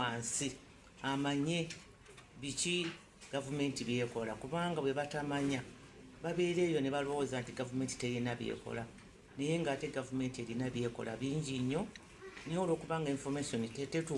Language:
Ganda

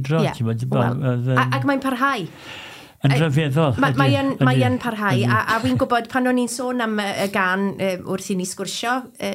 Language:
Welsh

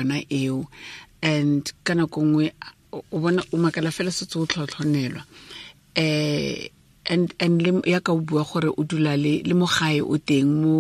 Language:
Tswana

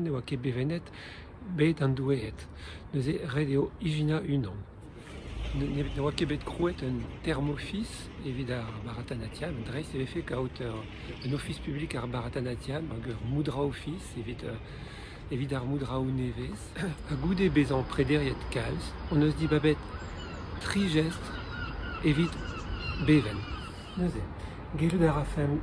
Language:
Breton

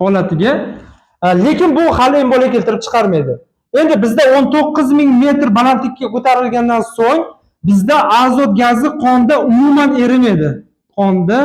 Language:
Uzbek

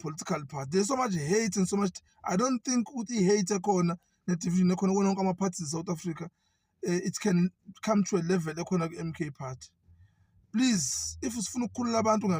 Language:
Zulu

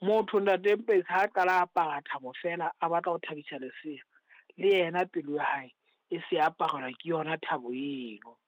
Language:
Southern Sotho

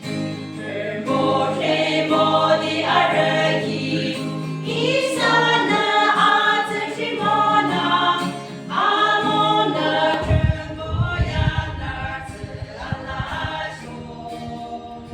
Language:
Yimchungru Naga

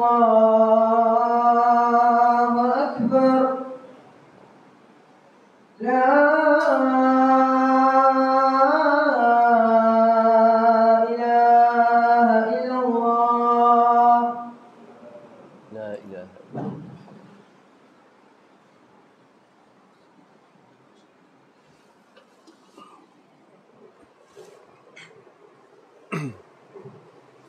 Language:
Malay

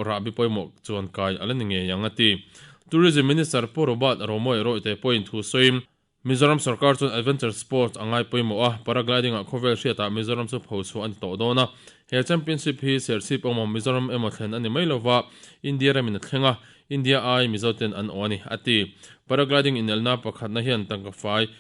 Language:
Mizo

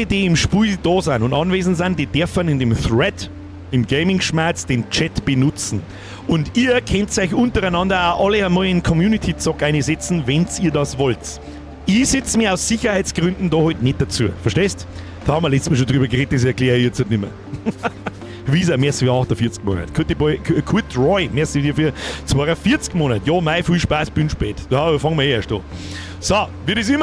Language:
Bavarian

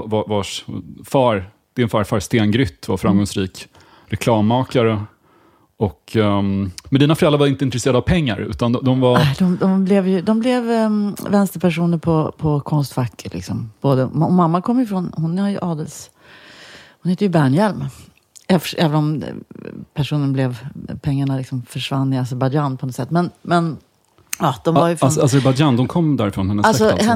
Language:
Swedish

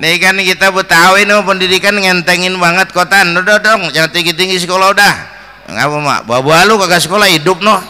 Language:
Betawi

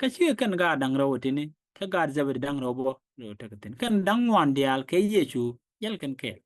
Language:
Nuer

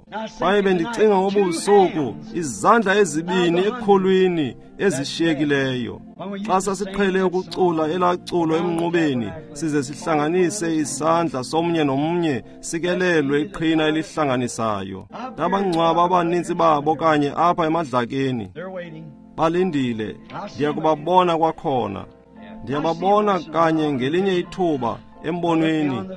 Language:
Xhosa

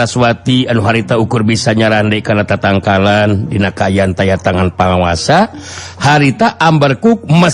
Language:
Sundanese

